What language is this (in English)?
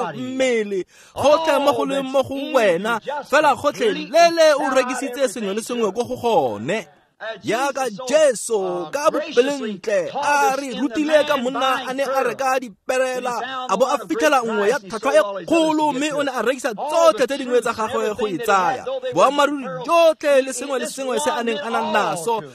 Tswana